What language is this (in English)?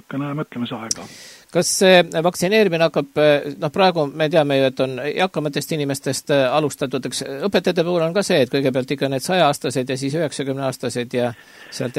Estonian